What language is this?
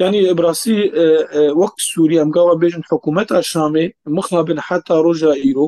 Kurdish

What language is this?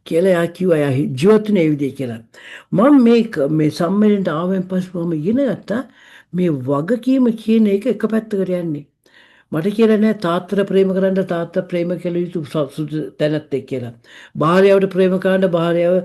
Sinhala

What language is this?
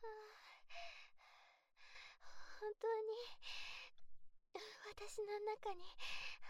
Japanese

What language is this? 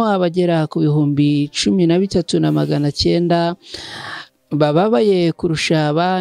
Kinyarwanda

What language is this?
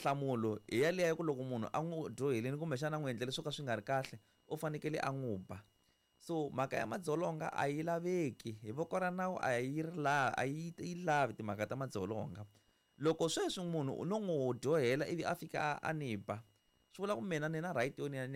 Tsonga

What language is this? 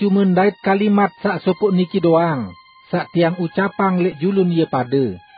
Sasak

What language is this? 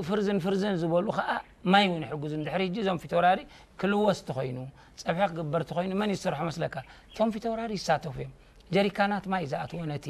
Tigrinya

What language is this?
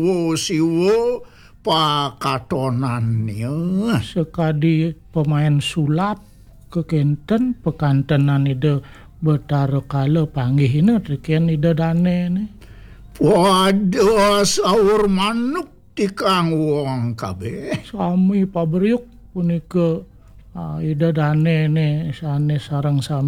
Balinese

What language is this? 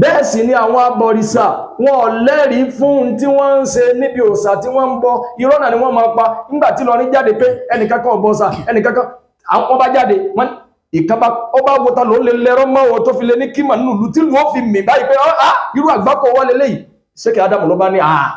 Yoruba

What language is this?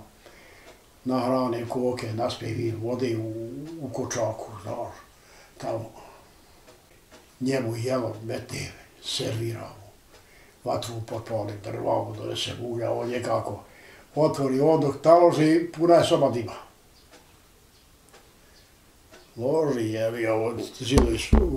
Bosnian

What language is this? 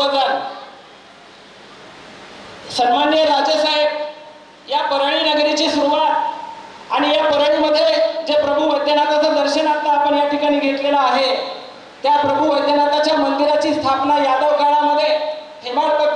Marathi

